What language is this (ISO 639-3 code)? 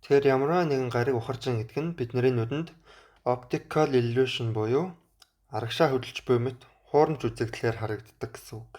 mon